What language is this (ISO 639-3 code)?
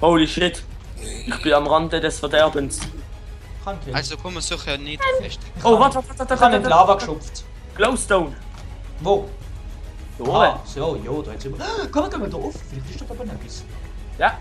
gsw